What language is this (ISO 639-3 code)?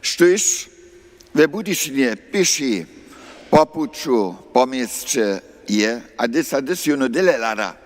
hsb